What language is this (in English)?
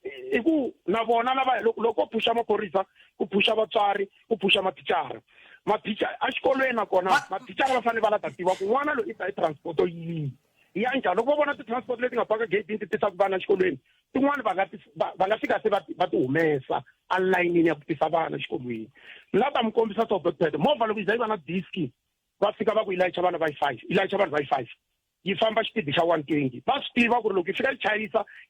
Tsonga